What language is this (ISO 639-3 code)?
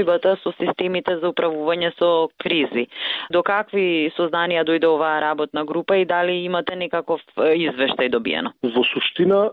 mkd